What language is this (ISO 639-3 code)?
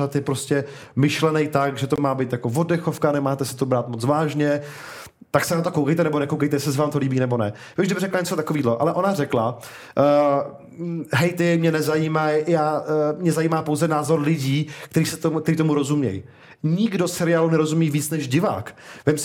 ces